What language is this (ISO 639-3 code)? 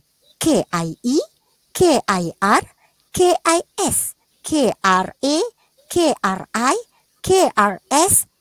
msa